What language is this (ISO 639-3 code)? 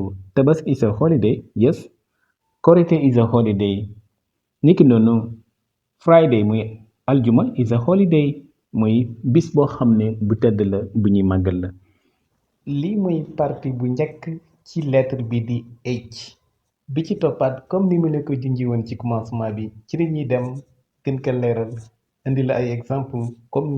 wol